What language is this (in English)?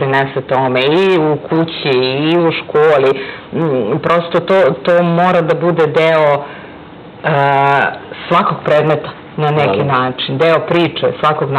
Serbian